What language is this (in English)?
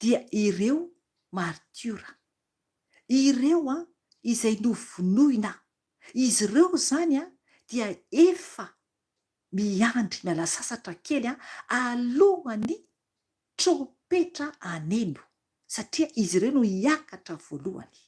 Malagasy